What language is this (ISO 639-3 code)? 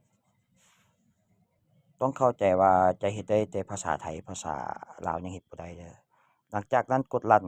lao